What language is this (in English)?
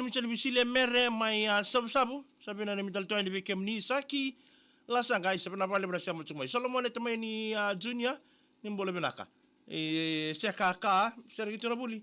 Fijian